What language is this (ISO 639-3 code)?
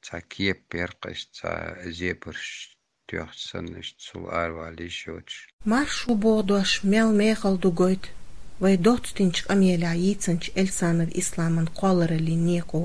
che